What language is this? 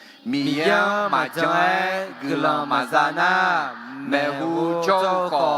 Akha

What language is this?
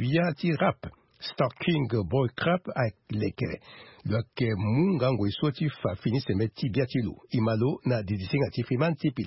Sango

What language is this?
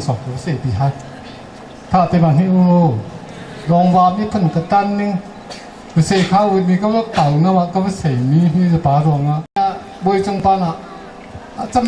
Hakha Chin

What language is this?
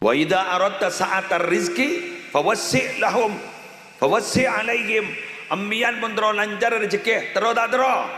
Madurese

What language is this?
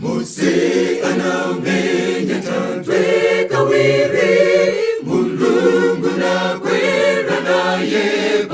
Nyanja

